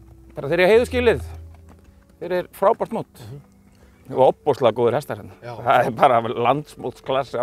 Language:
Icelandic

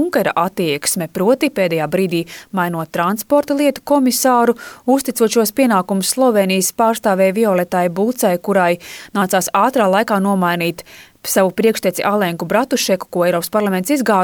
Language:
Latvian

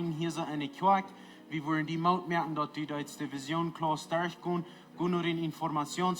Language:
Plautdietsch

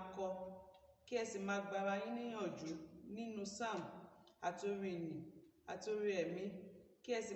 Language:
Yoruba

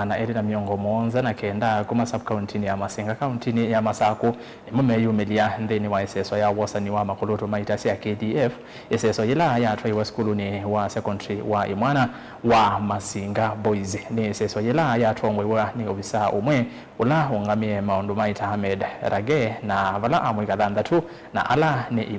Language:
Kamba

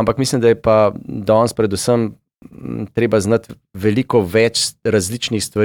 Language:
Slovenian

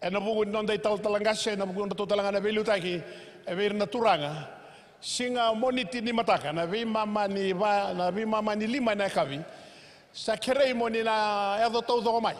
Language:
Fijian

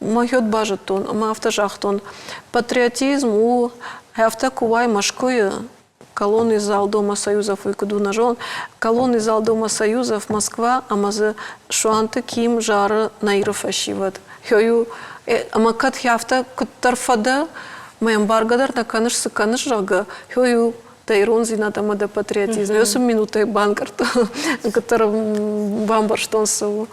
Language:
Ossetic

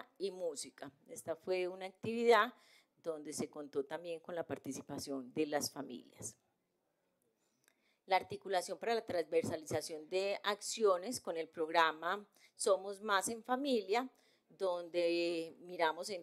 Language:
Spanish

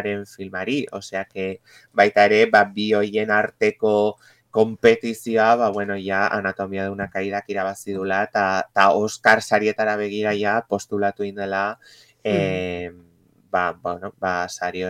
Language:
Basque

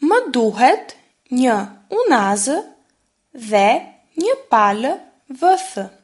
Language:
Albanian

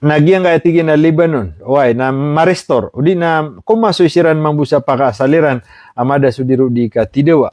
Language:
Maranao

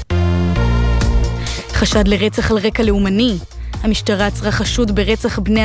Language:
Hebrew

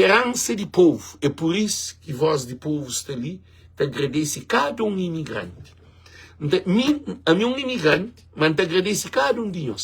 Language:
Kabuverdianu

